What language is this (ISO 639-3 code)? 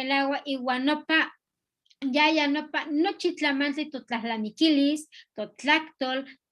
nhe